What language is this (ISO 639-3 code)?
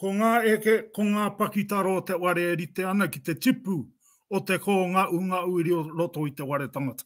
mri